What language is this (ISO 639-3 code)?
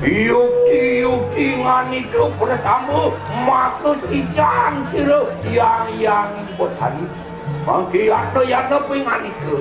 ban